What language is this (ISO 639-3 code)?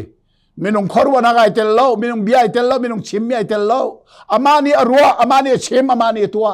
cnh